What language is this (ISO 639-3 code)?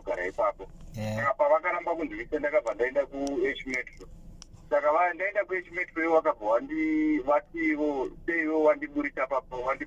sna